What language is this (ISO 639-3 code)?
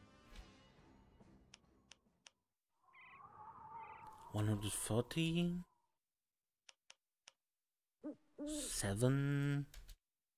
eng